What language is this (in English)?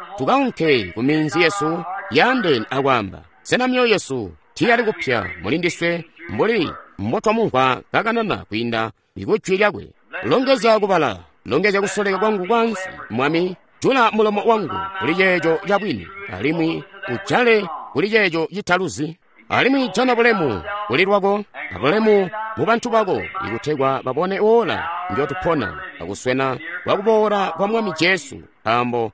Tonga (Zambia)